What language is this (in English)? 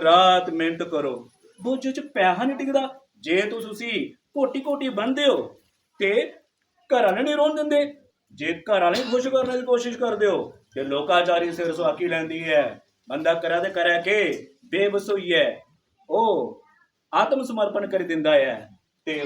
Dogri